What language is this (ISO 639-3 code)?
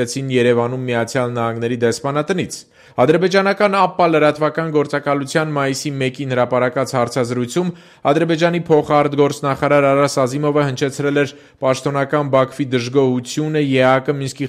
hye